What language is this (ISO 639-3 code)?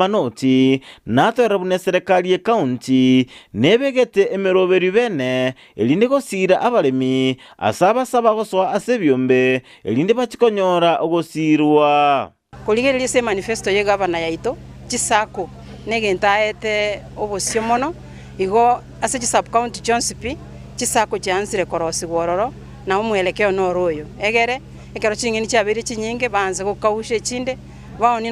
guz